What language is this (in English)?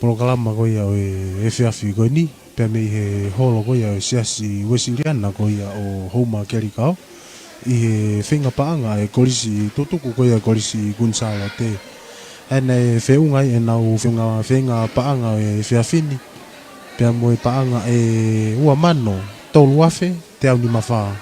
Tongan